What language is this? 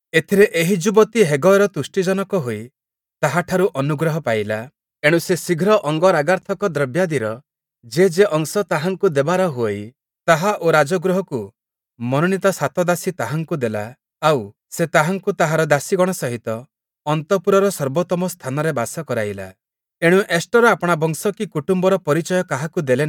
Odia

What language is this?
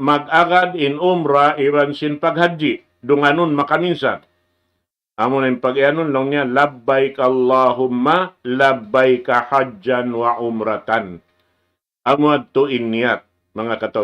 Tausug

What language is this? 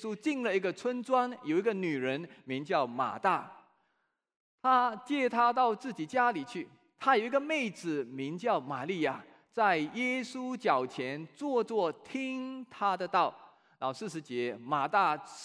Chinese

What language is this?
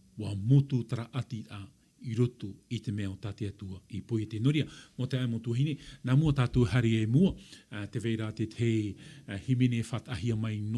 Tahitian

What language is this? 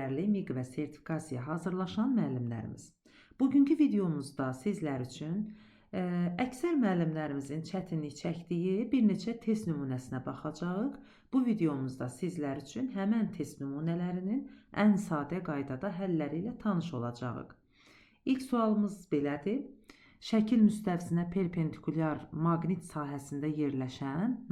Azerbaijani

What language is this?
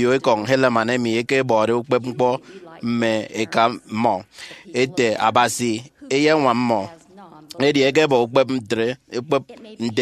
Efik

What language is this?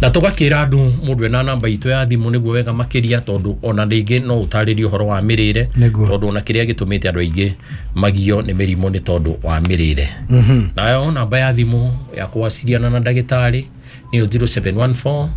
Kikuyu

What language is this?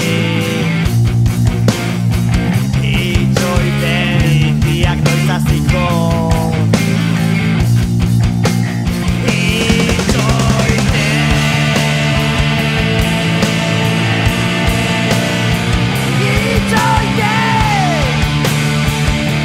Basque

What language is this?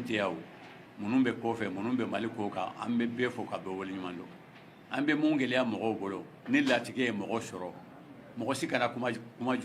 Bambara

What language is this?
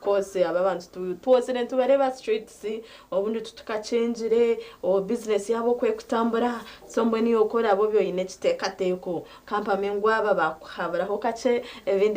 Nyankole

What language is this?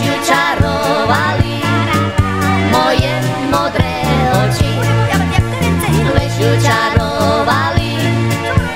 Slovak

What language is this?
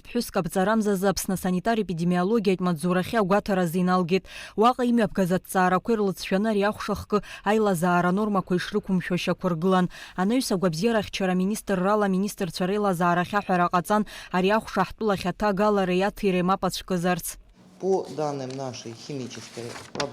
Abkhazian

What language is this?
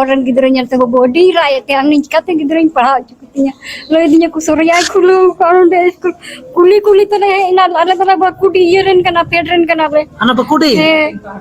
Santali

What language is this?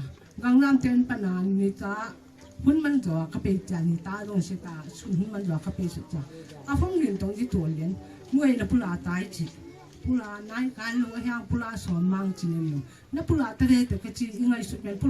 Tedim Chin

